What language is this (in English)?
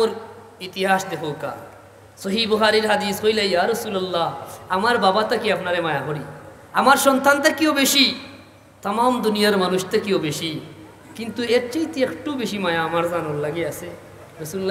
Sylheti